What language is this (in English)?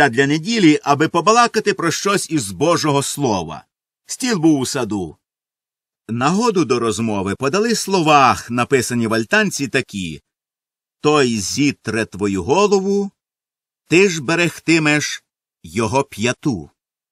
Ukrainian